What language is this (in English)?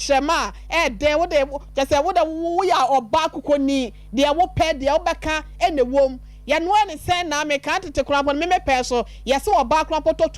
Akan